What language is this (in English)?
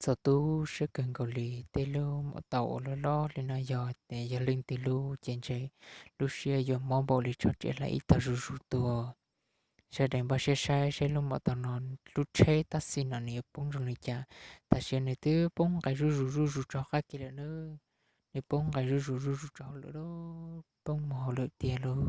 Hmong